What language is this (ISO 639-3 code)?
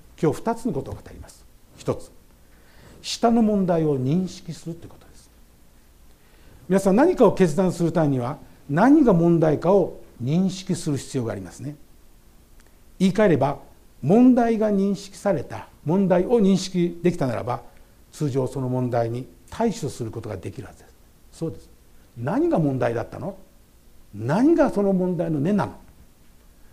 jpn